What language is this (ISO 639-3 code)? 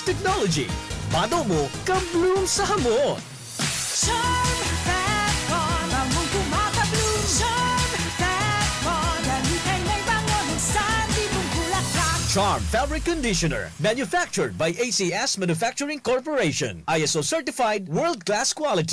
bik